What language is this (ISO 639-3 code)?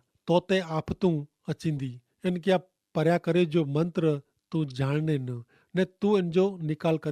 kfr